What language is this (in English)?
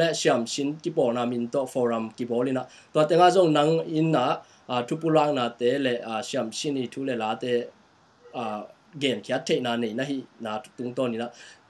Tedim Chin